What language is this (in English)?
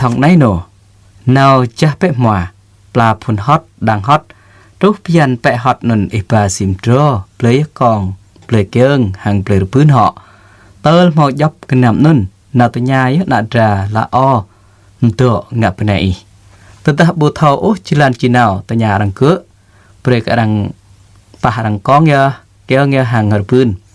Jarai